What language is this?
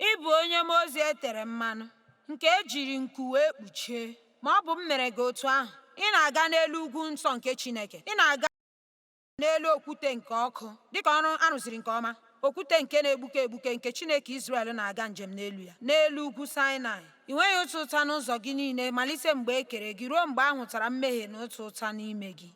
Igbo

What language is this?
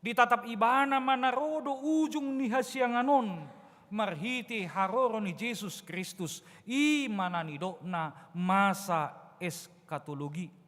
Batak Toba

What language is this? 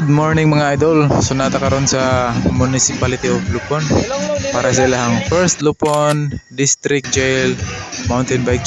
Cebuano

